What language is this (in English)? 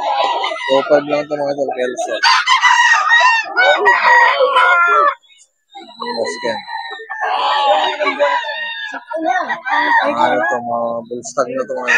Filipino